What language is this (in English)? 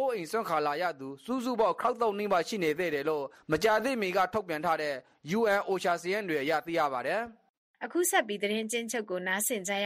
Burmese